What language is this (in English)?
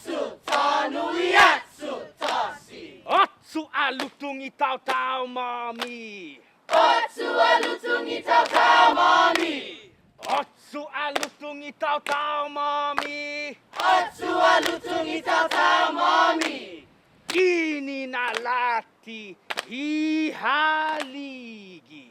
Chamorro